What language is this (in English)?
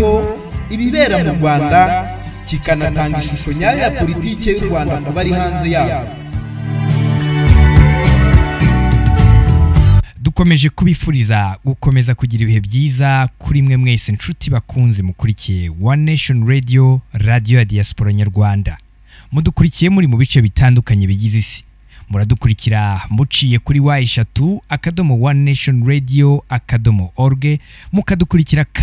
Kinyarwanda